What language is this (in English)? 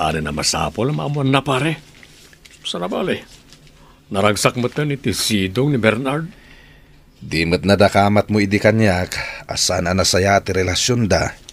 Iloko